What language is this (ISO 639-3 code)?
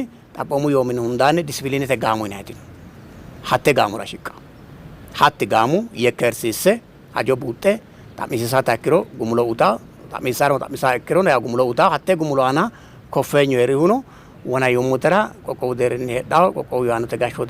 sid